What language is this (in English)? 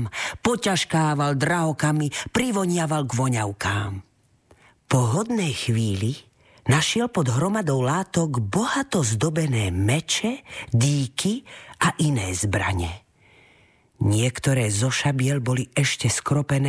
Slovak